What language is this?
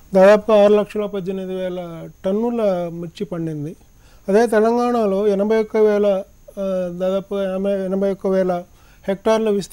Telugu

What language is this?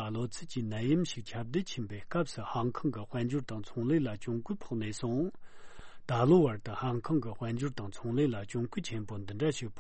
Tibetan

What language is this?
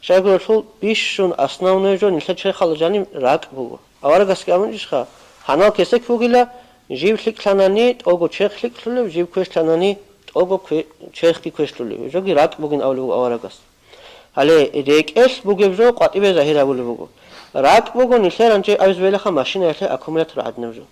Avaric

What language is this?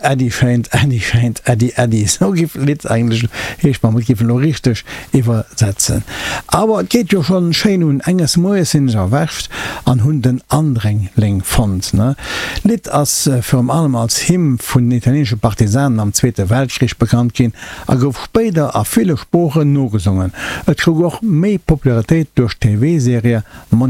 Luxembourgish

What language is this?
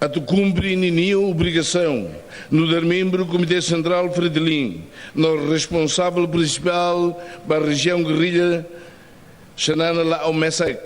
Tetum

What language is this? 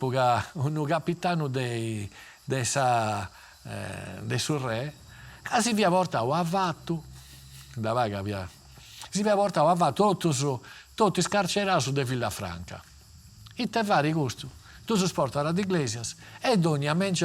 Sardinian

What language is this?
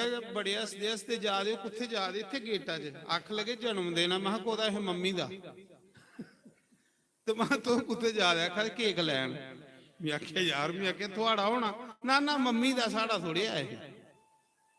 Dogri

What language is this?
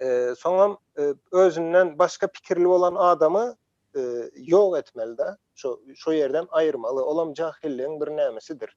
Turkmen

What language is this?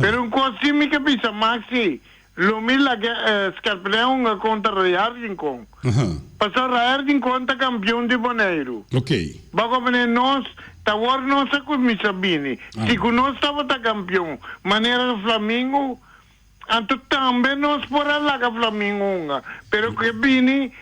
Papiamento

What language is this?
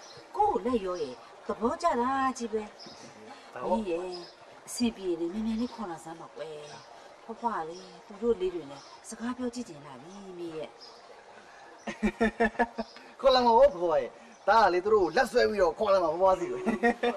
Burmese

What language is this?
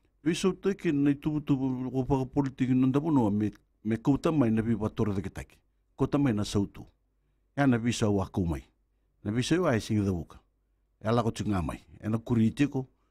Fijian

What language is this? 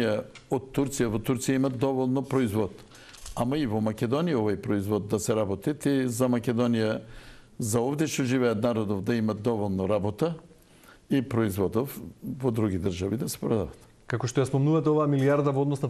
Macedonian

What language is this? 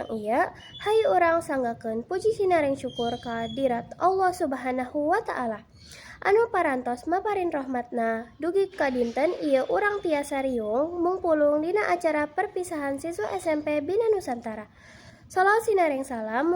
Sundanese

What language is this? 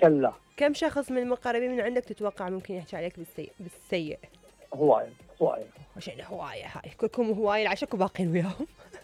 Mesopotamian Arabic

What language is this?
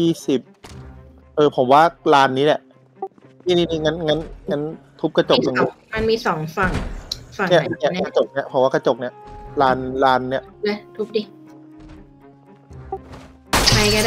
Thai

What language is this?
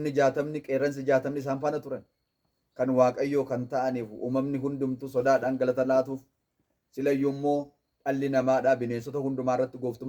Oromo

